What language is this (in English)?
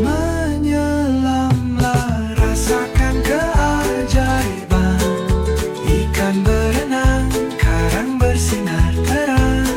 Manado Malay